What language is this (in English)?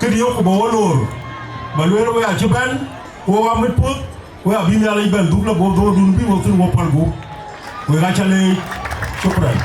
Dinka